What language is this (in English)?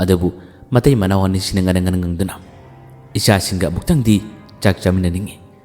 Manipuri